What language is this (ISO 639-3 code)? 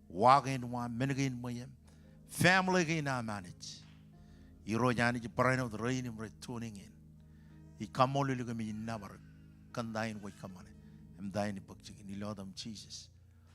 mah